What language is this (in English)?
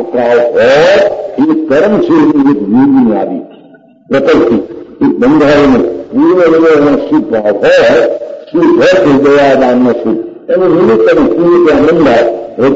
Gujarati